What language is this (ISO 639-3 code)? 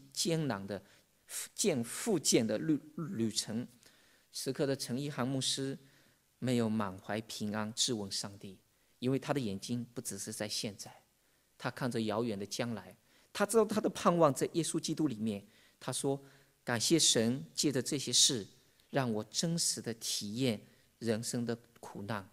zho